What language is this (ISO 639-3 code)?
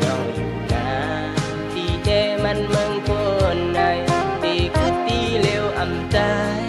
shn